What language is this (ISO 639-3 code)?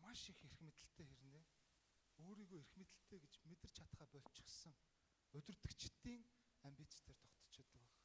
mon